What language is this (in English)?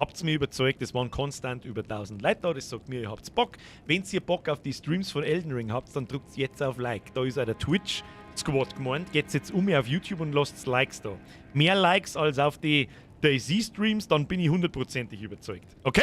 Bavarian